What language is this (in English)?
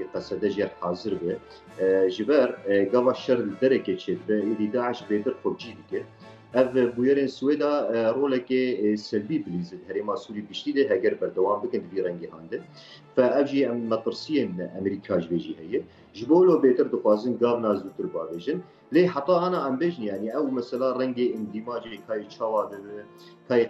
Kurdish